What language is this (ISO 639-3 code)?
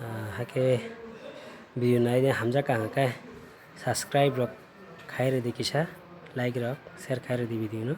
trp